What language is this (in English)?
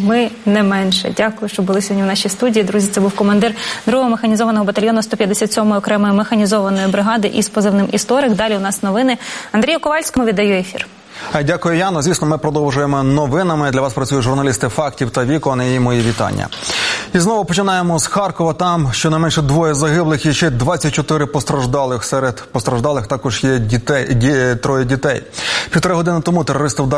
Ukrainian